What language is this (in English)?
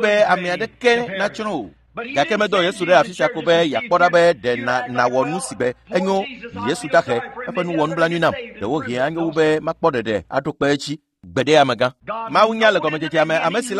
Ewe